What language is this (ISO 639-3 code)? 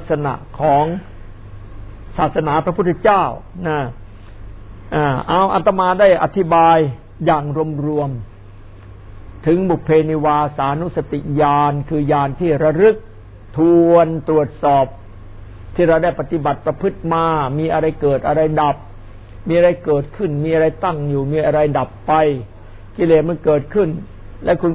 tha